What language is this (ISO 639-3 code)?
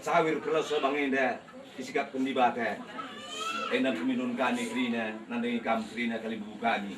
btx